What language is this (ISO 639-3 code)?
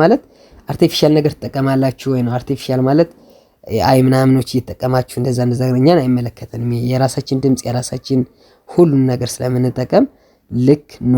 amh